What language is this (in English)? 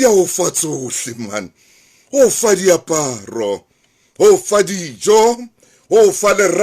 Southern Sotho